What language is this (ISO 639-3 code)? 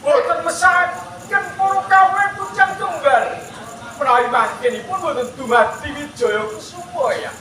jav